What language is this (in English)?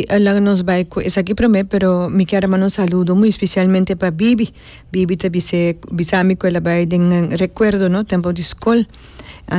Papiamento